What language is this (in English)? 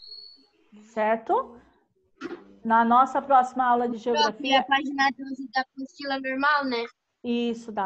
Portuguese